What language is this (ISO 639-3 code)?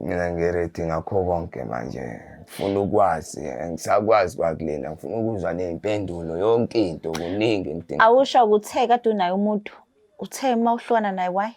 zul